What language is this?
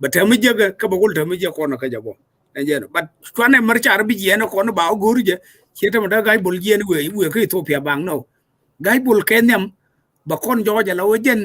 Nuer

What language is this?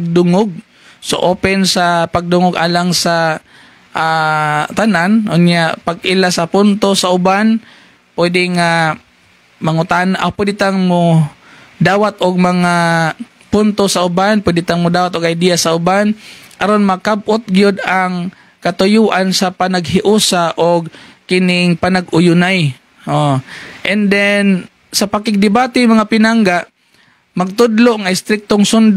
Cebuano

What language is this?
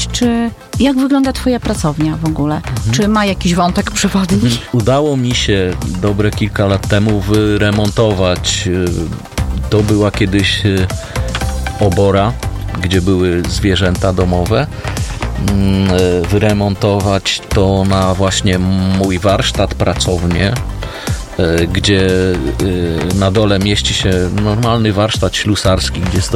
Polish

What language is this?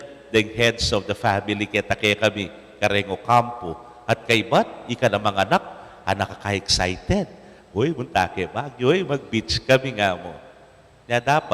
Pampanga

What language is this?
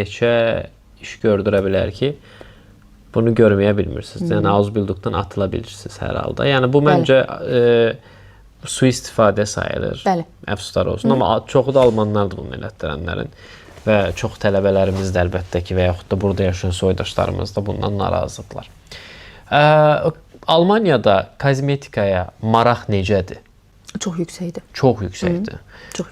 Azerbaijani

